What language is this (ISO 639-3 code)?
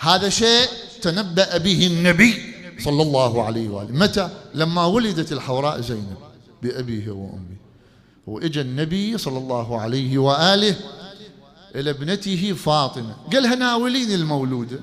acm